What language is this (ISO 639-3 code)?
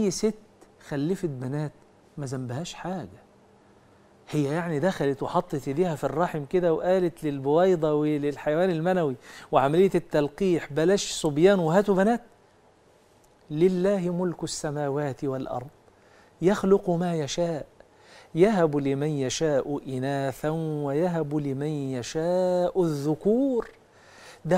arz